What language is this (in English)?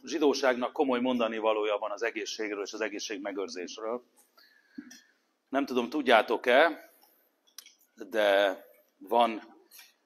Hungarian